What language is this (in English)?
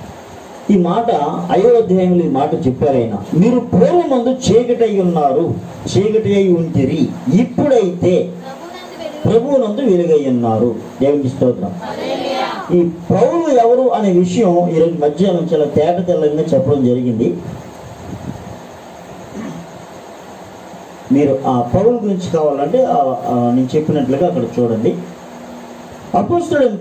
Telugu